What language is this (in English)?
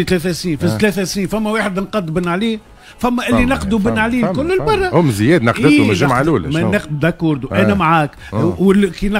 Tunisian Arabic